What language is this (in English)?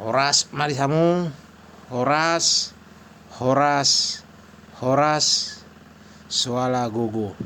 Batak Toba